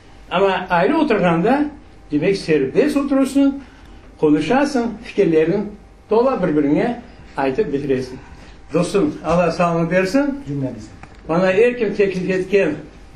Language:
Crimean Tatar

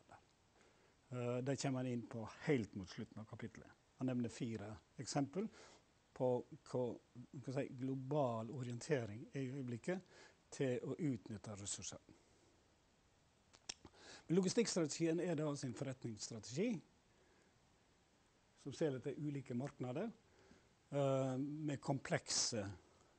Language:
Norwegian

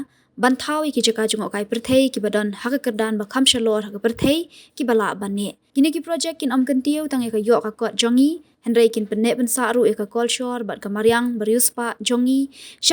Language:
Garo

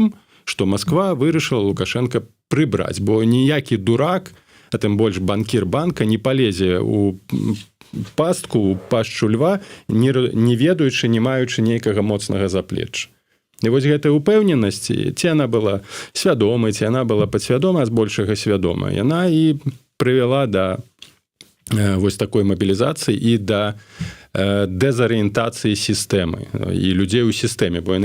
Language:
Belarusian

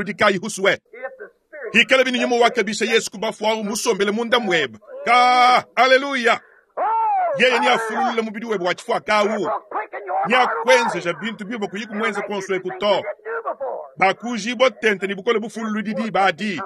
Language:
Luba-Lulua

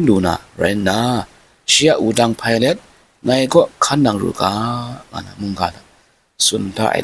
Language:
Kachin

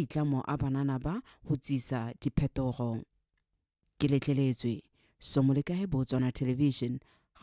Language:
Tswana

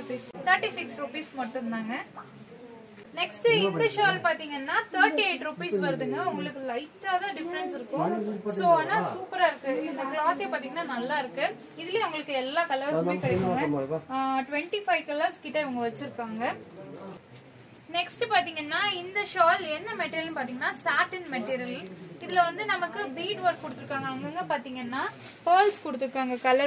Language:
Tamil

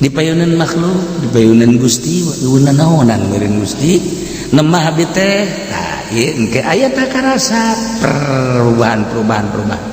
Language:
Sundanese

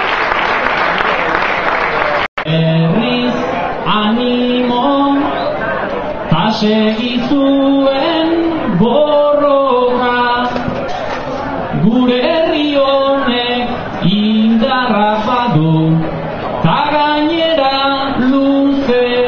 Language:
Basque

